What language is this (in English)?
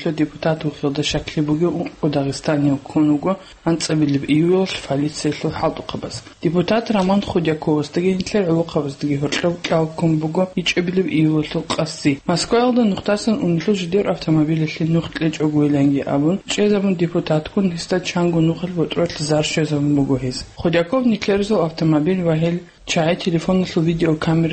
Avaric